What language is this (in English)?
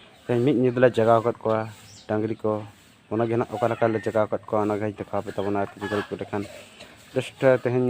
Santali